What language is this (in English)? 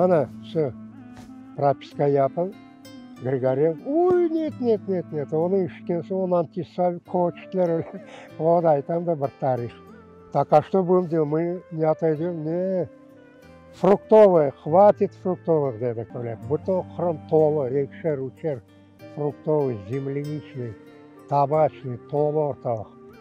Crimean Tatar